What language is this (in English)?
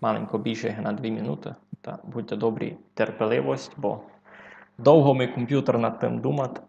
Rusyn